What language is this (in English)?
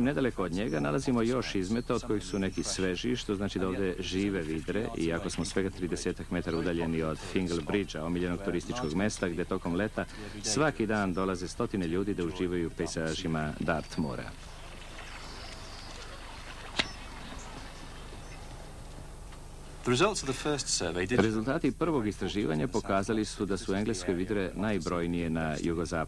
Serbian